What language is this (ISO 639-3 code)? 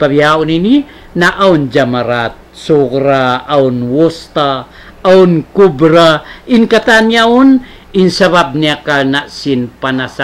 tsg